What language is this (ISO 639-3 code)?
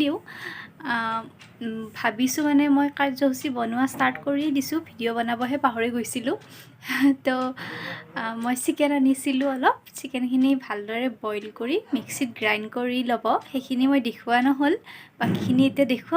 asm